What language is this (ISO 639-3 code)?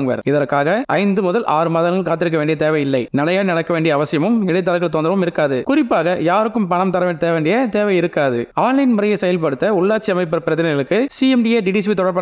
tam